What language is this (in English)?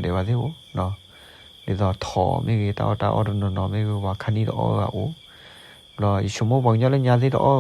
S'gaw Karen